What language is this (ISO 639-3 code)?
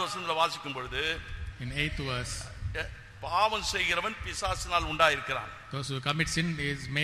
tam